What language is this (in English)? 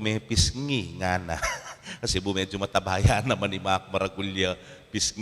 Pampanga